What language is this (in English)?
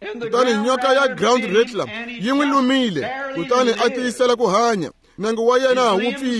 Tsonga